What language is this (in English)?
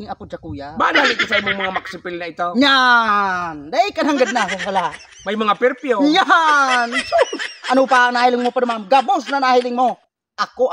Bikol